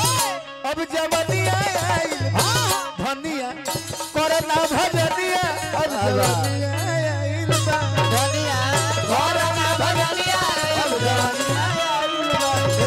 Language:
Bhojpuri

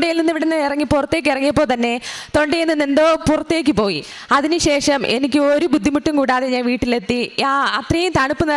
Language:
Malayalam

